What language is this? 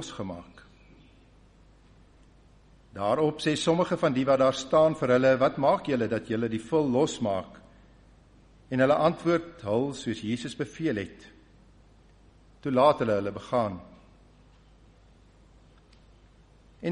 Afrikaans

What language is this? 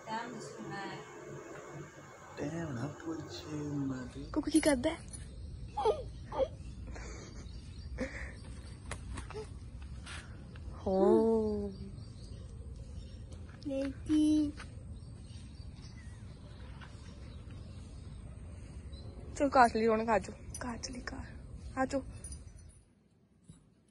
Punjabi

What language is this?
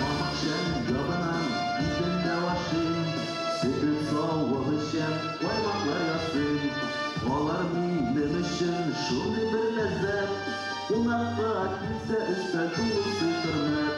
Bashkir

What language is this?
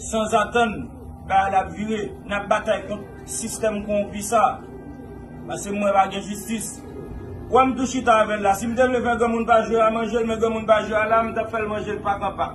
Haitian Creole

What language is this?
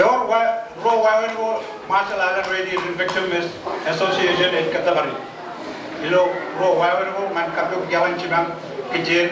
Marshallese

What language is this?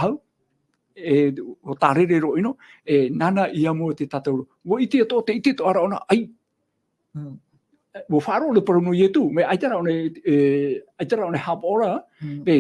Tahitian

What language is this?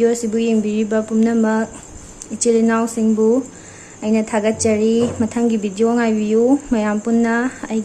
Manipuri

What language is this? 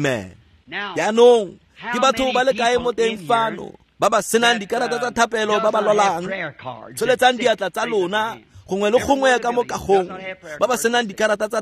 Tswana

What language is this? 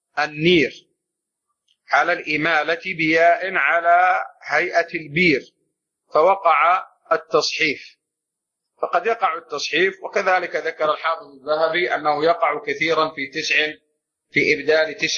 Arabic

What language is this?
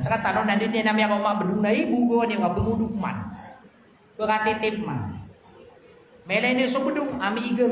Maranao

